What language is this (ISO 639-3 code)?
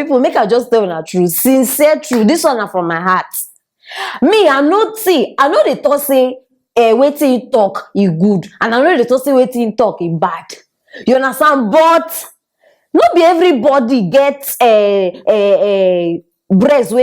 pcm